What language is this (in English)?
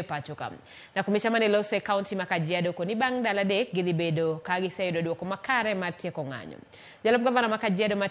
Luo (Kenya and Tanzania)